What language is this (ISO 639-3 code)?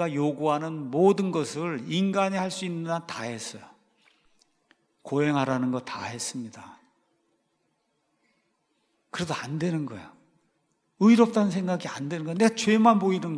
kor